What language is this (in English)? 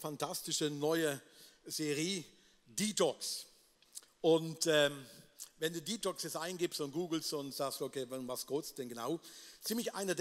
Swiss German